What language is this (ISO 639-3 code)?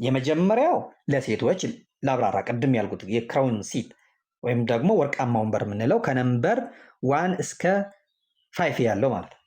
amh